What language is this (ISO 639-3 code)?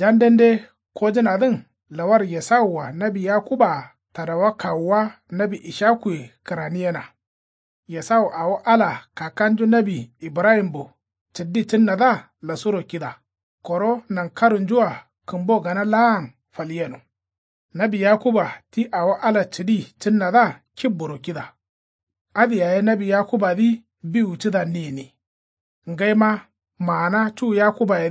kau